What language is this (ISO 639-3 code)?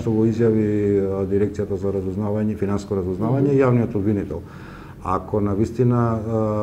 mkd